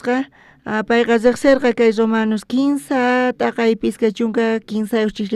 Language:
South Bolivian Quechua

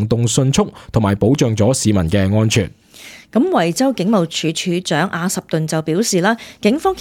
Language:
Cantonese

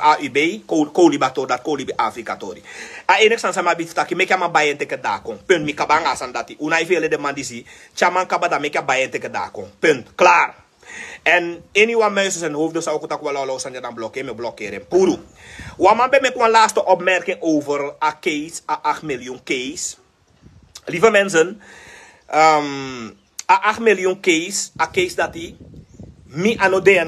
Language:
Sranan Tongo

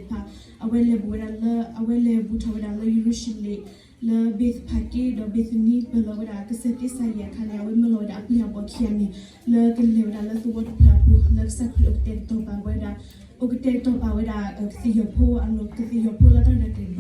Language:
S'gaw Karen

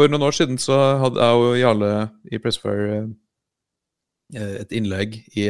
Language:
Norwegian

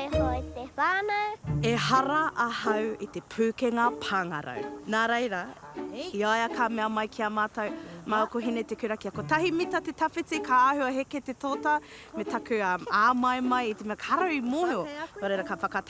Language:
Māori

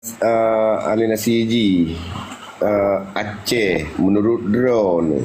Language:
Achinese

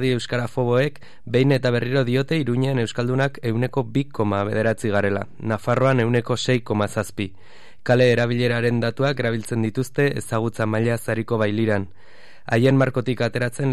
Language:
Basque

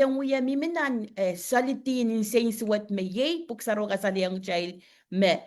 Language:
Pohnpeian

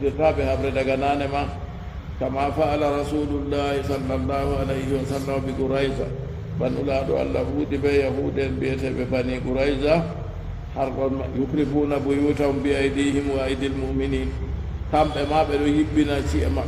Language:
Fula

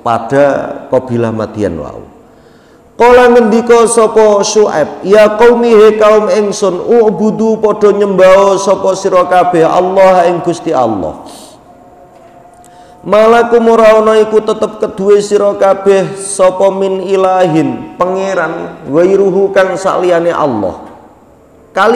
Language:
Javanese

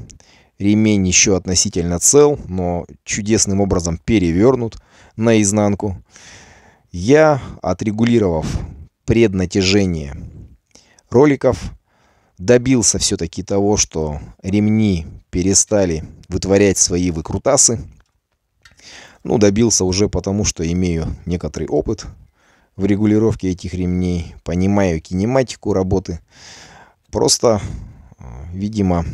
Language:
Russian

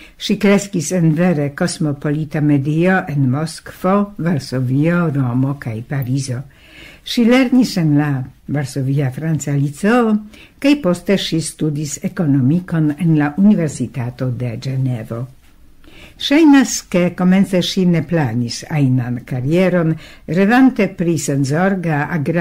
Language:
Esperanto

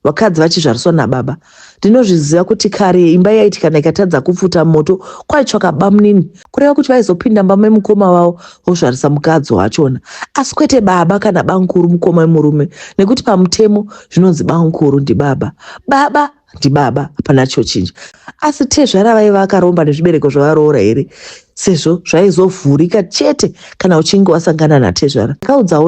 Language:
Shona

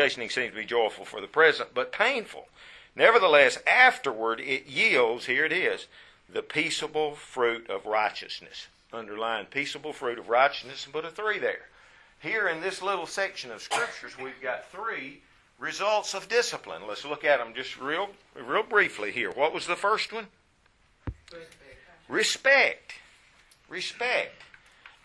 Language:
English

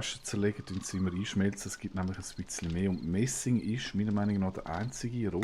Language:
Swiss German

